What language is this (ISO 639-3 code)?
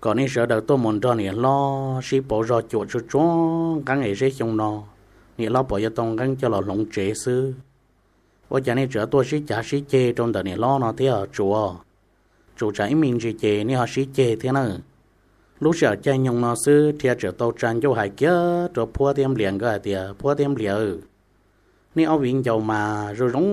hmn